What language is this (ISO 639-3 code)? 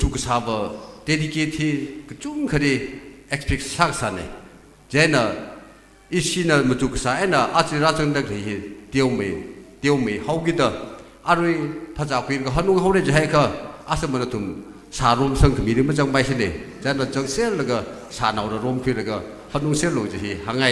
nmf